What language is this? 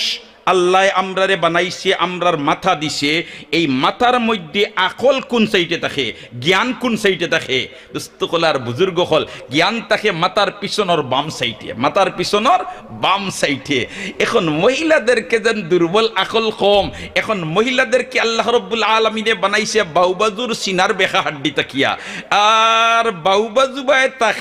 Sylheti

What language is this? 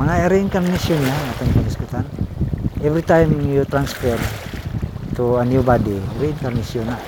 Cebuano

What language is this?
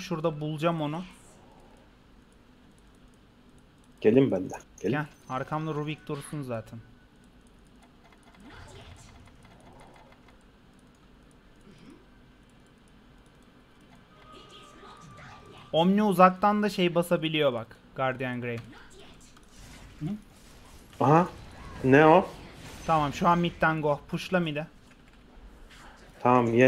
Turkish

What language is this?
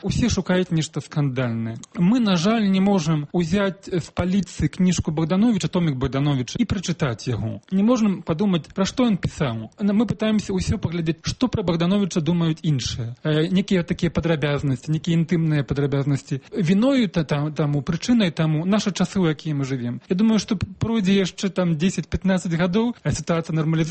Belarusian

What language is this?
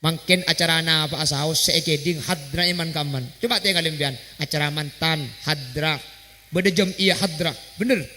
Madurese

